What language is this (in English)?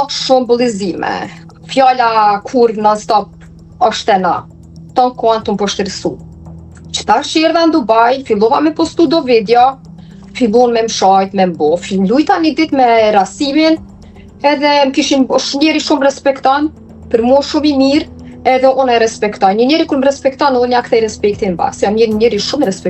Albanian